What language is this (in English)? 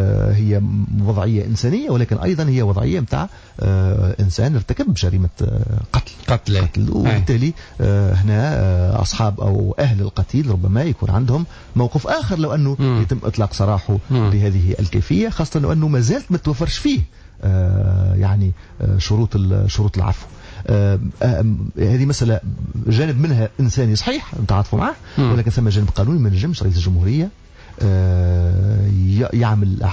Tunisian Arabic